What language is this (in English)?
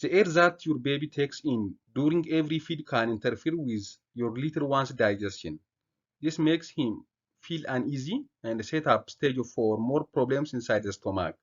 English